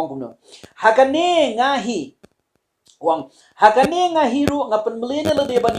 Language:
Khasi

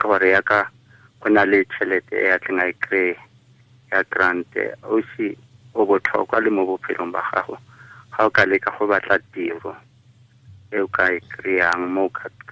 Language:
Tswana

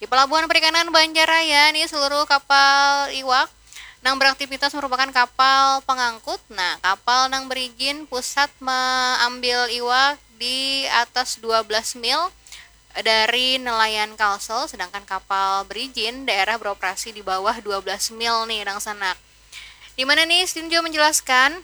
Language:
Banjar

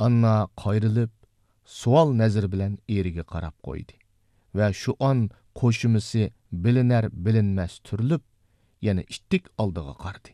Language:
Uyghur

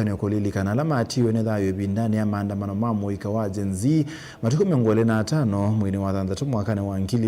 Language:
Kamba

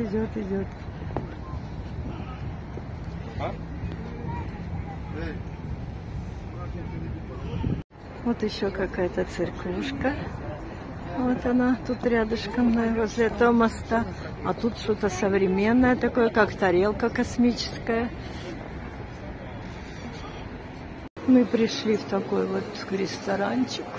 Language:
Russian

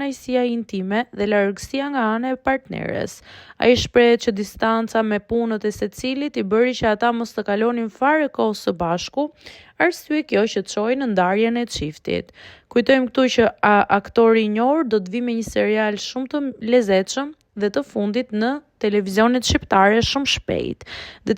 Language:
Albanian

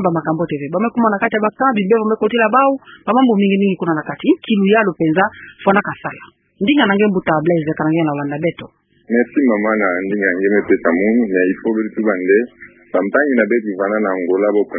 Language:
Kituba (Democratic Republic of Congo)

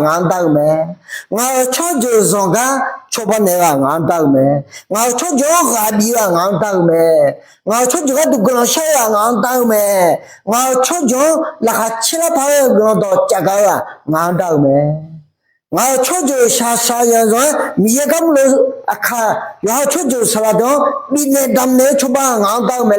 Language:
Akha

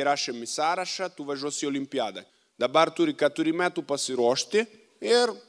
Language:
Lithuanian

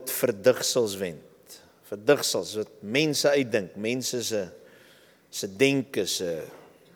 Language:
Afrikaans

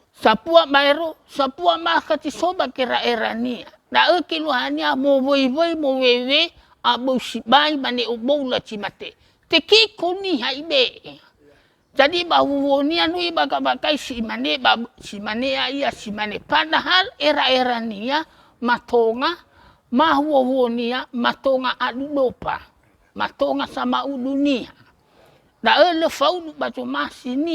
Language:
Nias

